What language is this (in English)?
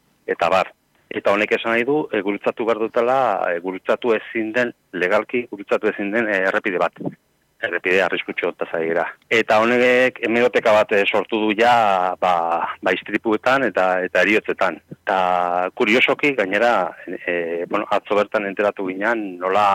Basque